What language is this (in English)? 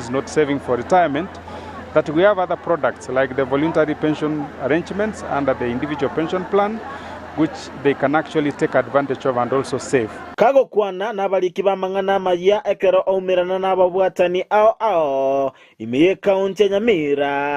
Gusii